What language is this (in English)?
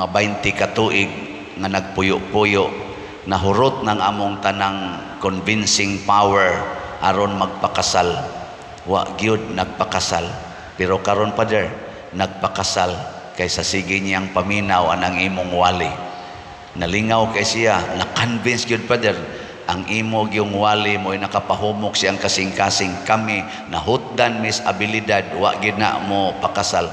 Cebuano